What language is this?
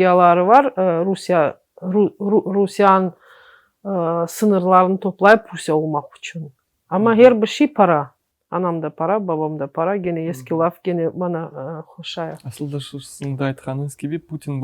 Crimean Tatar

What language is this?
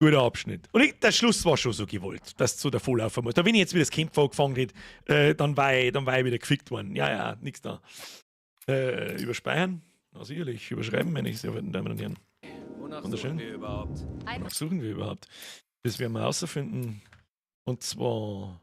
Bavarian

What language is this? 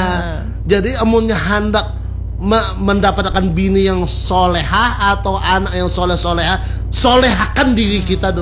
Banjar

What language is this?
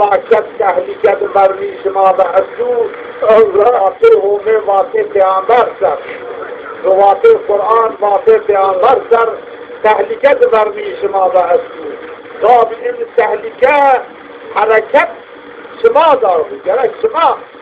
Zaza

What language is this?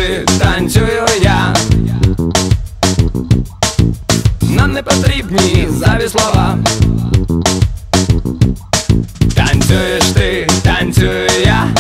Ukrainian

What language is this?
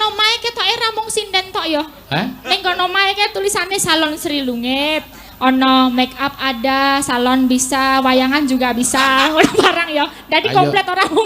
Javanese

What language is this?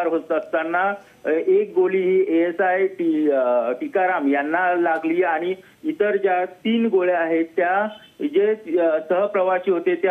Marathi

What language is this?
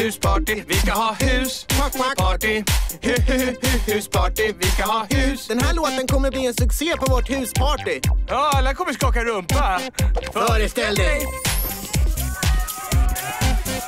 Swedish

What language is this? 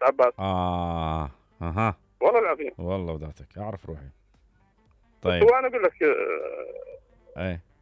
Mesopotamian Arabic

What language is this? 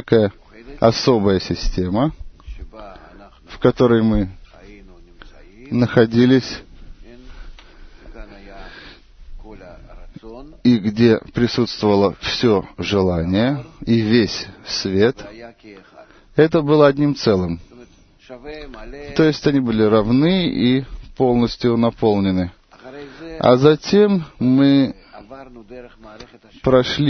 Russian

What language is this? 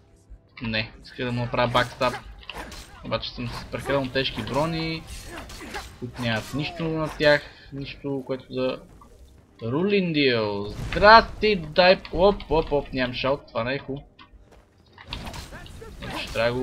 Bulgarian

